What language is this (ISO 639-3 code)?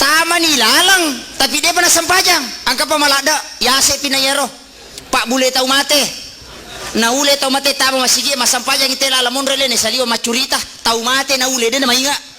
bug